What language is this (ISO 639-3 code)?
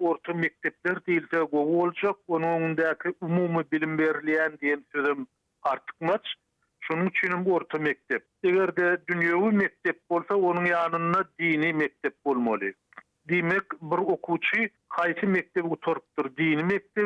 tuk